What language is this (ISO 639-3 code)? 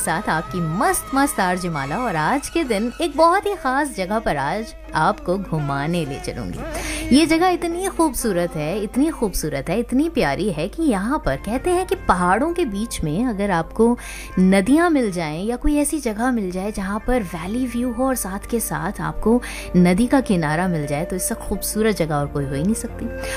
hin